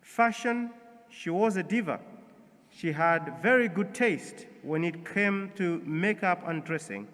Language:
English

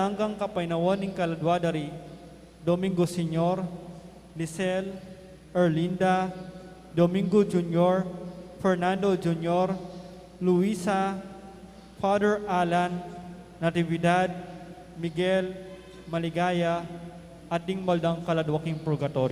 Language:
Pampanga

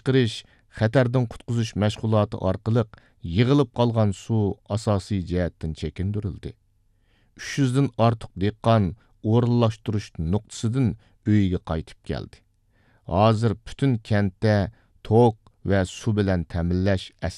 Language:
Uyghur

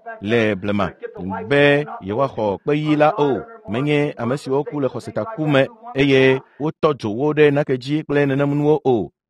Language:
Ewe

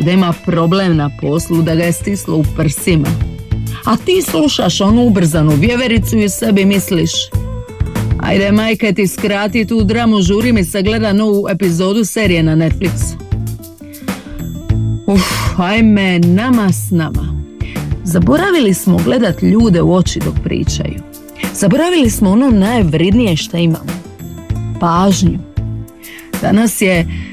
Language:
Croatian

